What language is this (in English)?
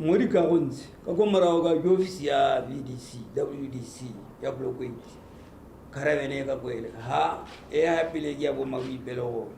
Tswana